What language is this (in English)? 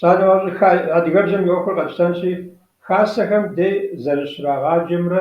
Kabardian